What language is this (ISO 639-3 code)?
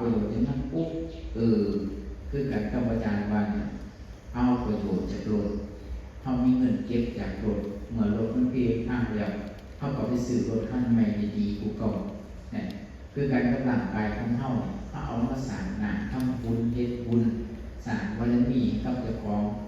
tts